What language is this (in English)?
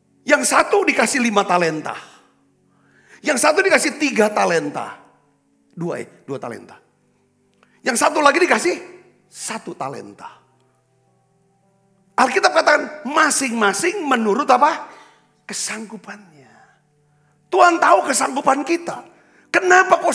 Indonesian